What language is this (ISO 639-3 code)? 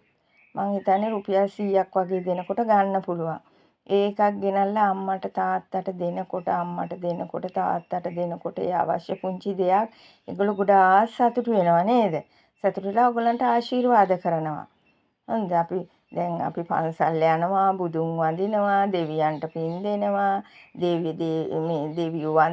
sin